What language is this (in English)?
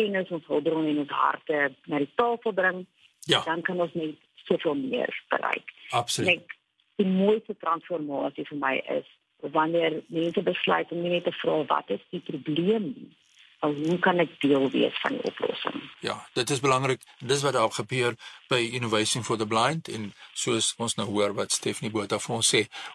Afrikaans